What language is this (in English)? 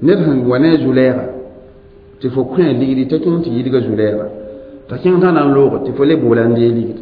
Mossi